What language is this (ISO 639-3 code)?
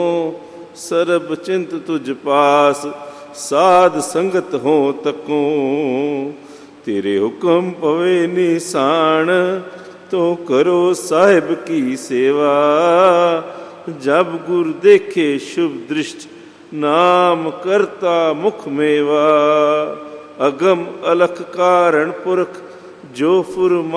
pan